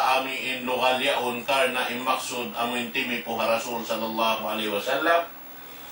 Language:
Tausug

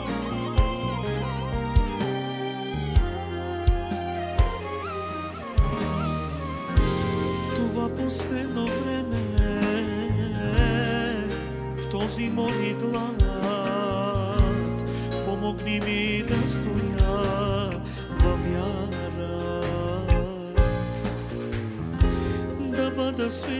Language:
Bulgarian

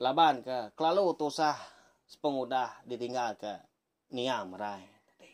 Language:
Iban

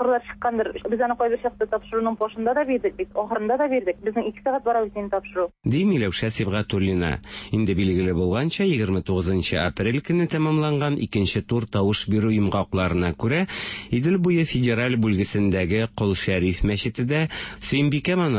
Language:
Tatar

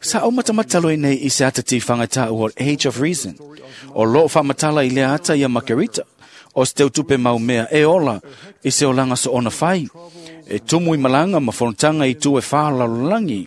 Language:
Samoan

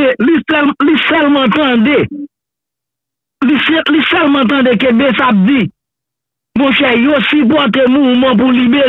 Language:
Haitian Creole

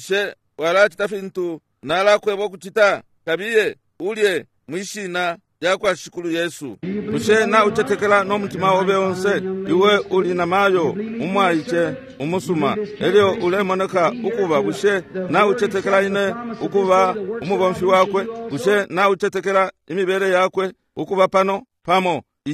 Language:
Bemba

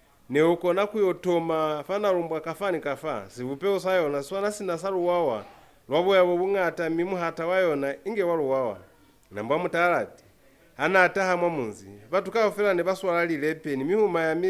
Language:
Lozi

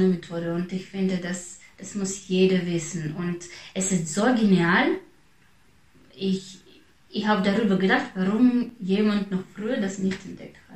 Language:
German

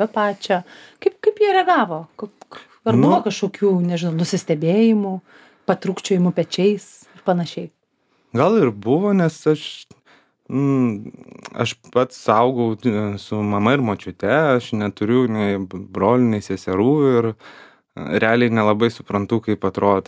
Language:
Lithuanian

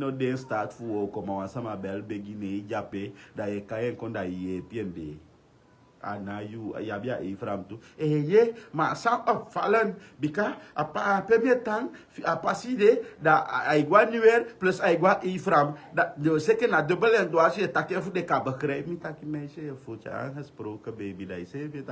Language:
Sranan Tongo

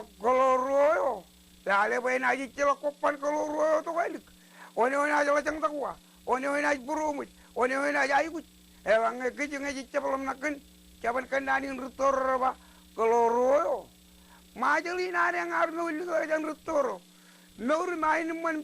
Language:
Marshallese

